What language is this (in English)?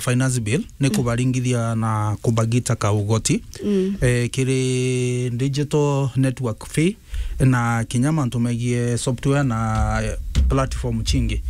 Meru